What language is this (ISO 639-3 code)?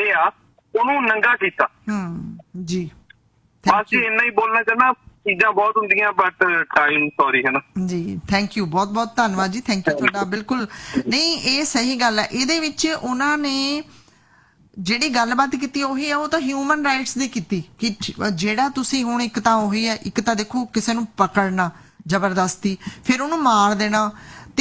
pan